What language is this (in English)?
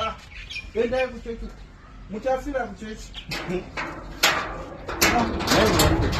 Shona